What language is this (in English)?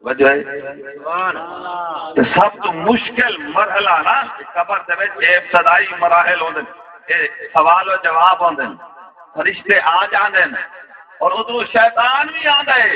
Saraiki